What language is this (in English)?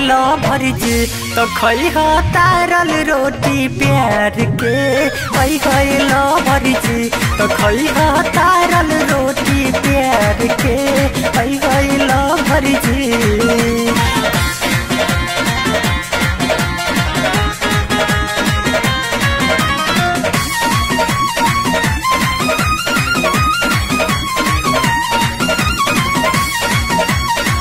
Bhojpuri